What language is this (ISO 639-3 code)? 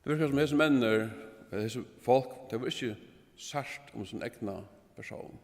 fao